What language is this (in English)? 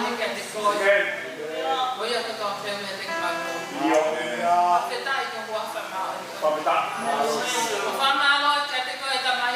Tongan